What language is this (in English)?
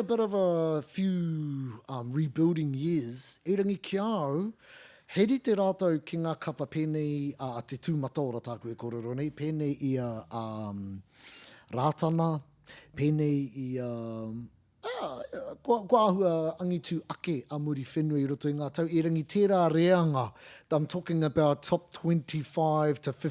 Māori